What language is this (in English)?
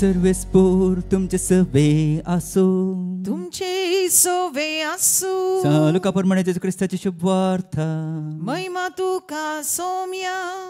Konkani